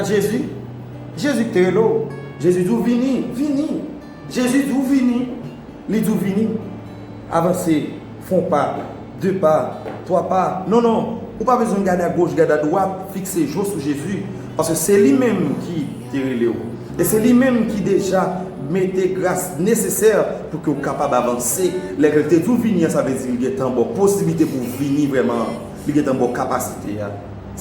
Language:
Haitian Creole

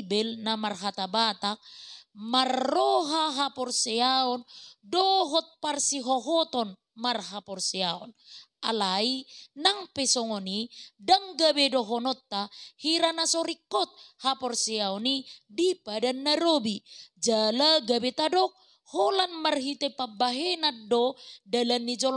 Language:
Batak Toba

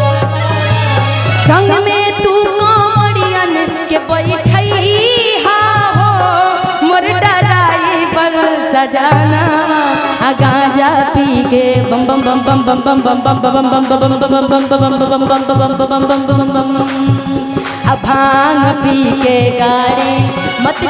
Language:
Bhojpuri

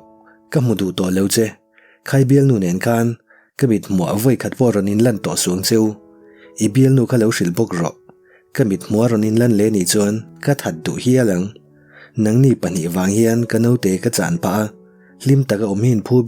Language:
Mizo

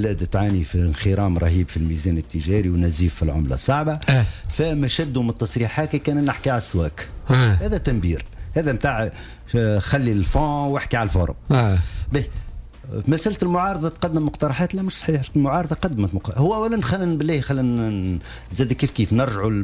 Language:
Tunisian Arabic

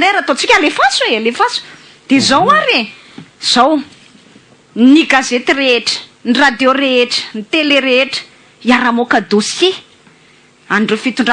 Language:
Malagasy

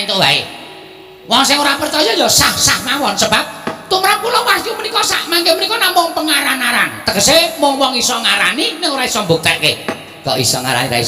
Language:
Javanese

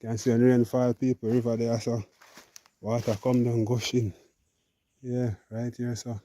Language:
Jamaican Creole English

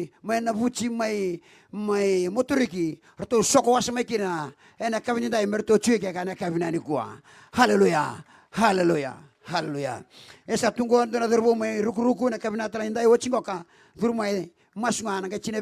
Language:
Fijian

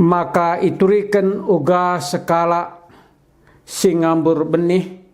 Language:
Batak Karo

